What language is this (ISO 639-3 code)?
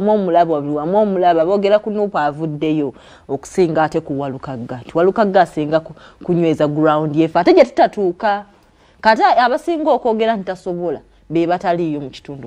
lug